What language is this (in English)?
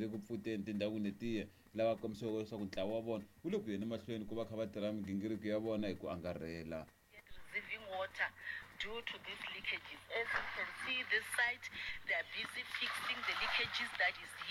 Tsonga